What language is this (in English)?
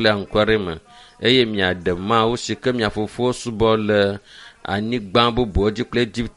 Ewe